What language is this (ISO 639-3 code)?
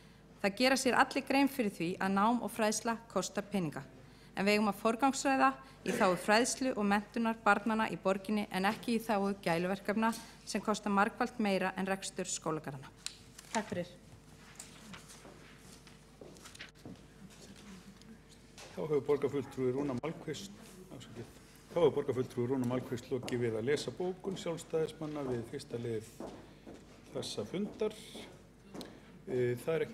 isl